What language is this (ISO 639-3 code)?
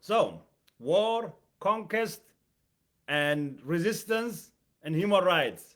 eng